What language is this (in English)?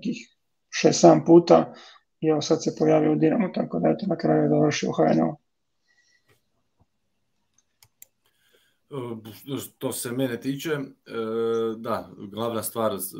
Croatian